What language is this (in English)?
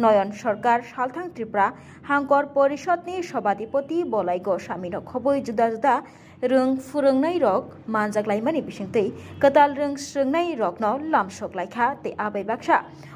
Kok Borok